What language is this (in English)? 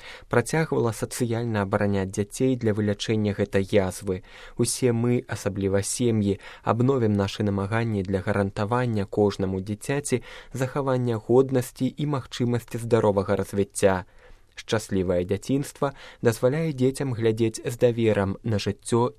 Belarusian